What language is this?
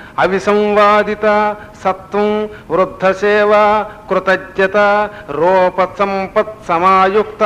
Telugu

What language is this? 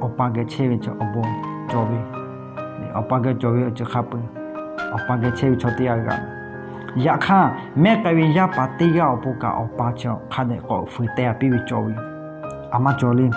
Lahu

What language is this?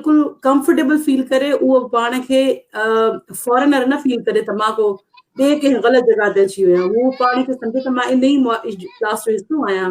Sindhi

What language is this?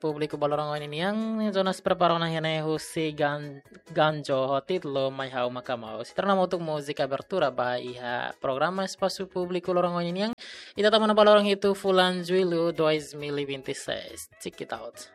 Tetum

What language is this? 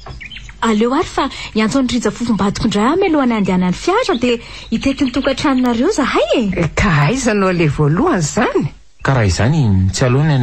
Malagasy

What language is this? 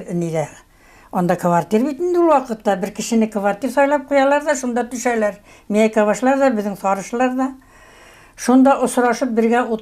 Bashkir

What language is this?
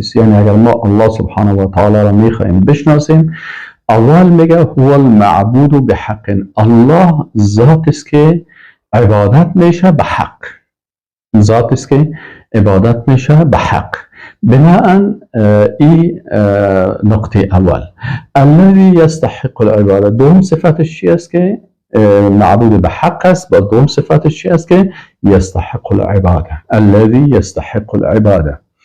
Persian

